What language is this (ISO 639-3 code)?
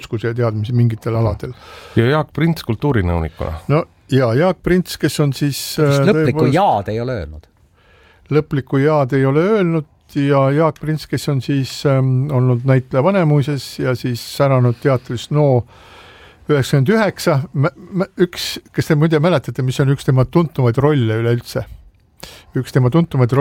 est